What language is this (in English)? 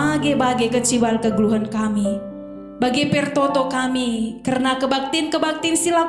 Batak Karo